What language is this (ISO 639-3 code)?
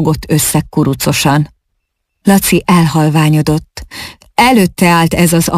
hun